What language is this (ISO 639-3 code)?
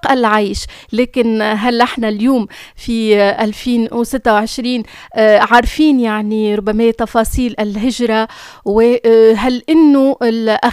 aeb